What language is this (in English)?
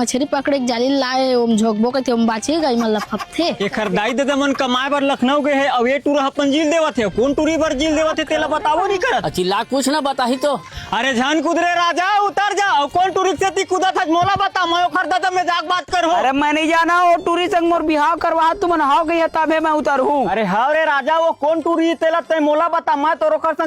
Chhattisgarhi